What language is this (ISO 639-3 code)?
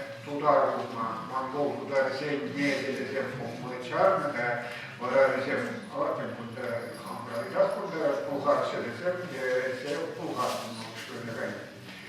chv